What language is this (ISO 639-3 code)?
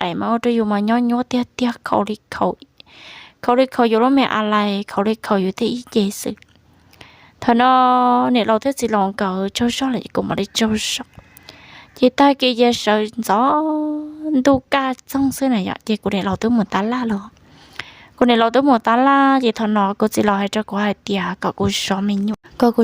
hmn